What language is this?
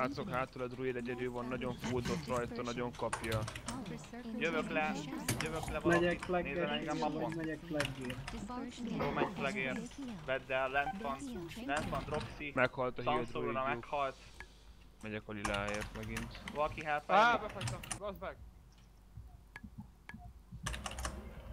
Hungarian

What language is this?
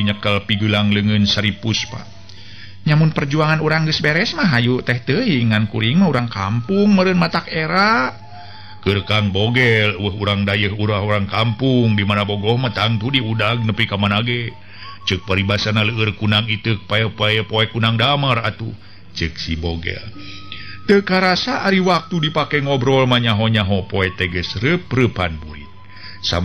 Sundanese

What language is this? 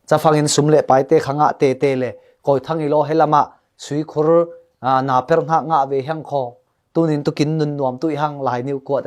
Falam Chin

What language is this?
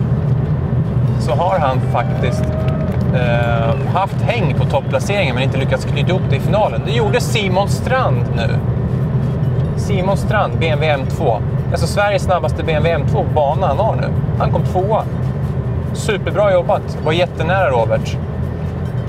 Swedish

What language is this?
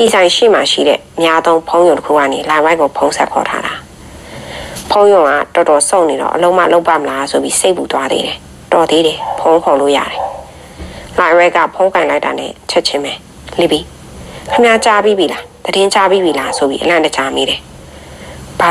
Burmese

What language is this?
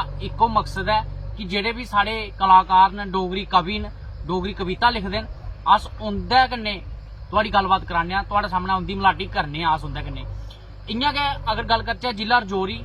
Dogri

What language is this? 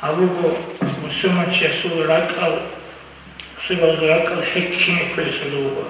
Avaric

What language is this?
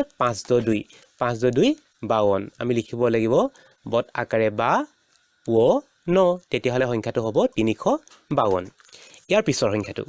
Assamese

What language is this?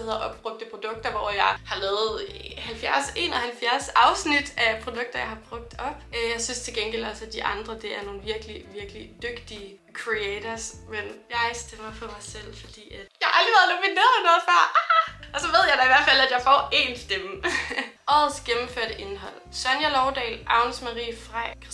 Danish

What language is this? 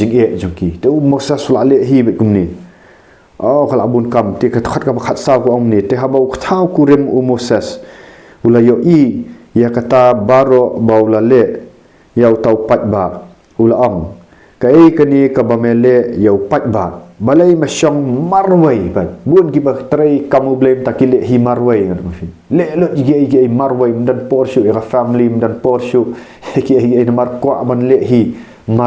Khasi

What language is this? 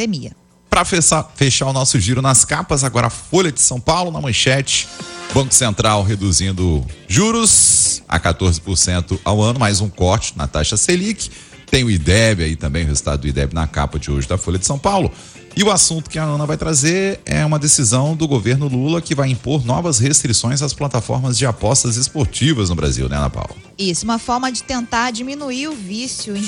Portuguese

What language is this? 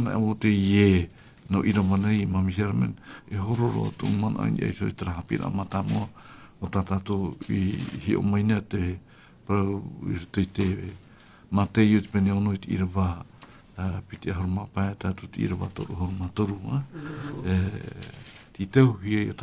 Tahitian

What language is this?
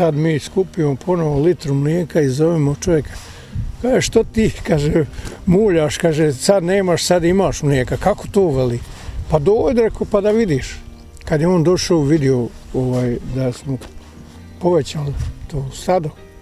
Bosnian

